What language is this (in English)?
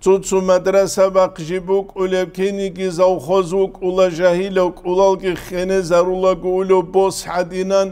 Avaric